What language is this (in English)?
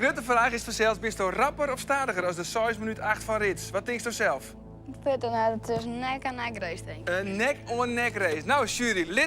Western Frisian